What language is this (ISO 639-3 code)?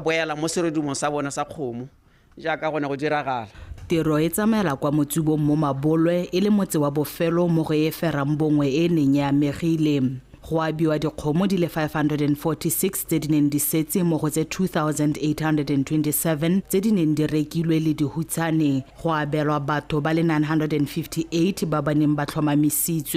tsn